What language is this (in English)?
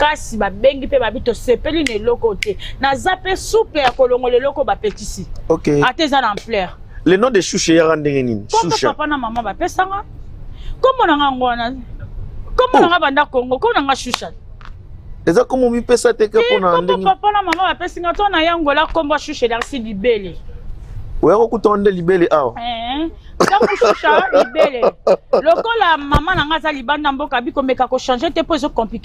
Lingala